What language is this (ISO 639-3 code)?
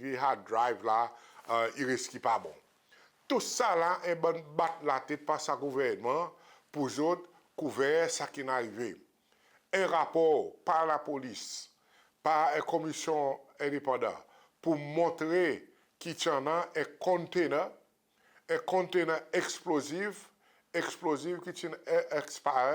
crs